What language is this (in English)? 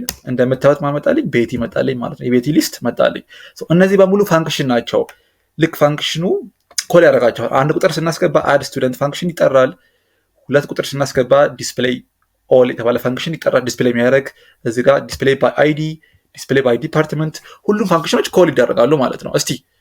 Amharic